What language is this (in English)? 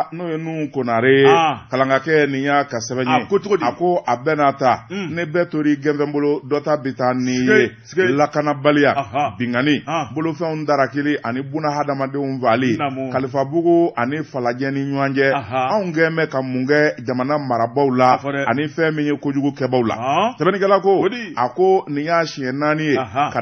Bambara